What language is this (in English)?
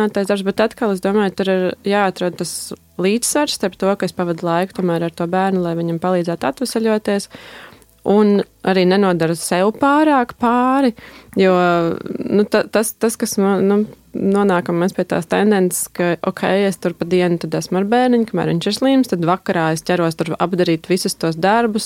Latvian